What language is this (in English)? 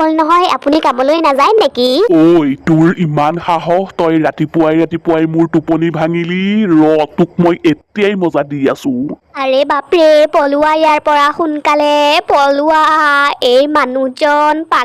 Assamese